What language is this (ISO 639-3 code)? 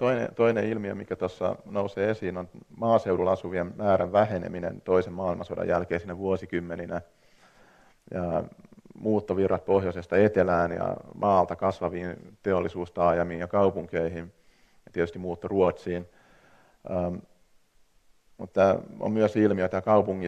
fin